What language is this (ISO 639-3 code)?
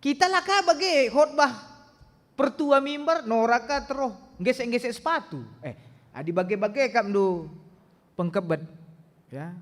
btx